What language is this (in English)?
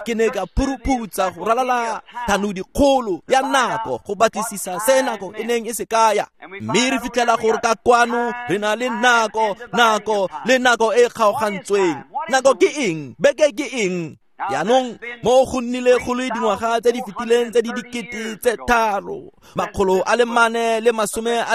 Tswana